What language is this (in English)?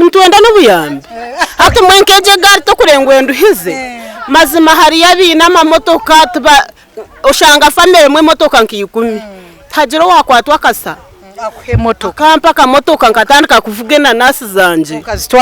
Nyankole